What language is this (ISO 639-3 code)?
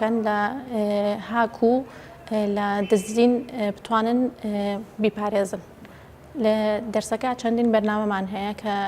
ckb